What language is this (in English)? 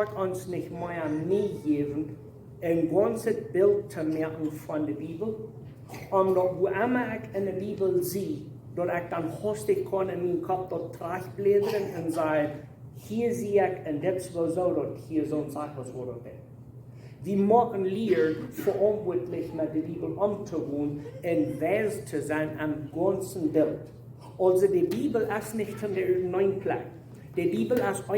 Plautdietsch